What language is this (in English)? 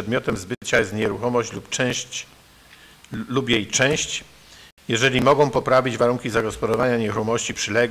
Polish